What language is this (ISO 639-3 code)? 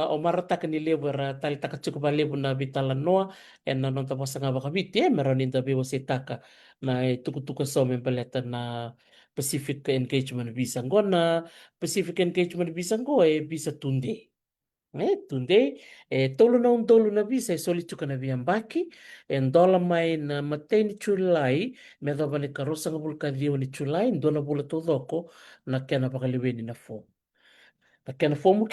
fij